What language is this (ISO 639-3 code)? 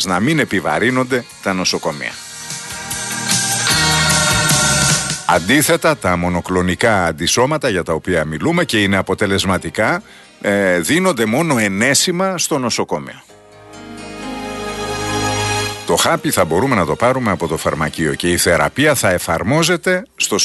ell